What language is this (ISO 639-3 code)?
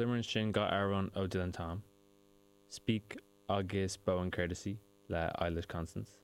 gle